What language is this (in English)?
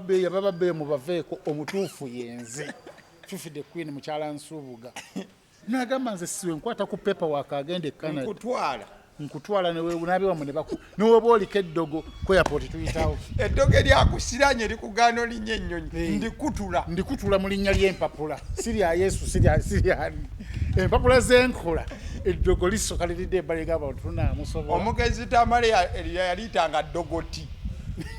Ganda